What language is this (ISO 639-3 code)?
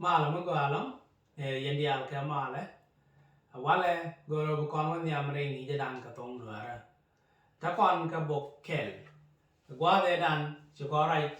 nus